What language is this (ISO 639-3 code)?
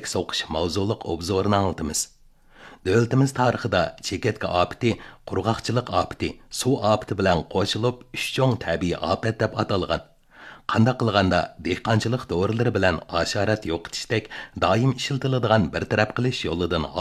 uig